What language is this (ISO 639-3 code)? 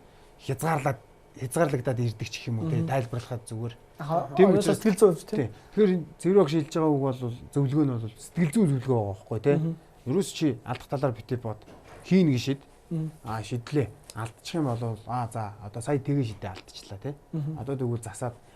mon